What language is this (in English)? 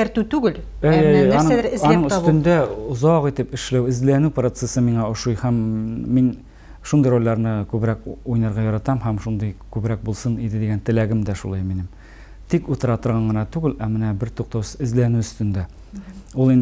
Tatar